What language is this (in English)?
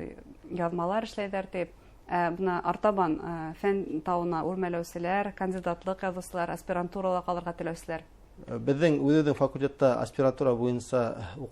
Bashkir